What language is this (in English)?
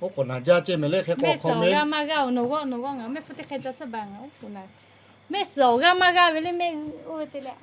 Lahu